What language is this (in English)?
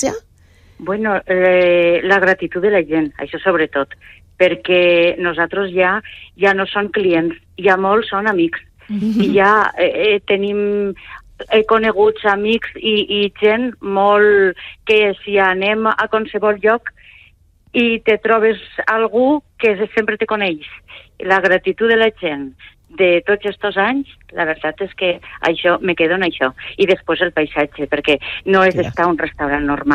Catalan